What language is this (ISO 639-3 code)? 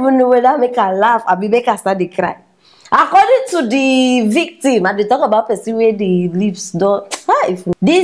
pcm